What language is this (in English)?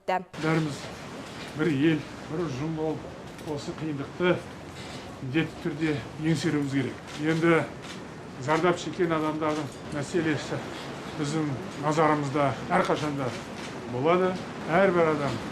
Kazakh